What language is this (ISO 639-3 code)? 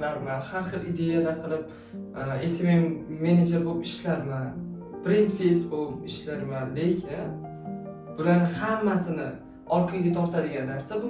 uzb